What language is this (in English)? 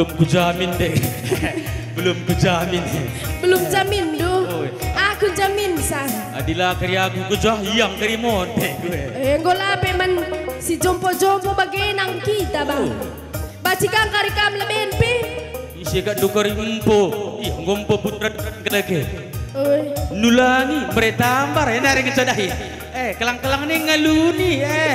Batak Karo